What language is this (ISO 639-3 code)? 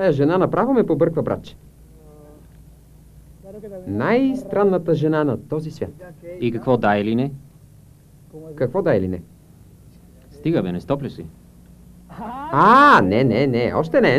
bul